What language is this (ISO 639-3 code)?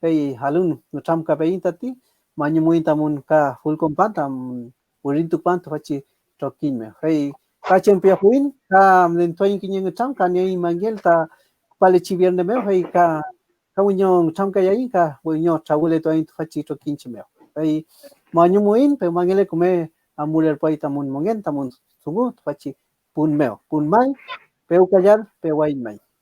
arn